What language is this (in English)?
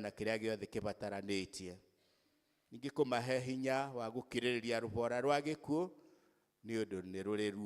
Kikuyu